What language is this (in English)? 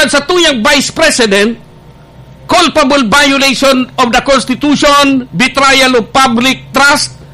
Bikol